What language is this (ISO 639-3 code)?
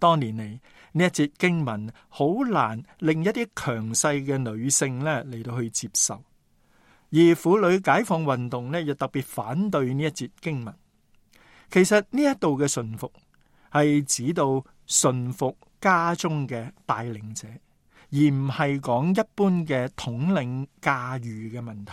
yue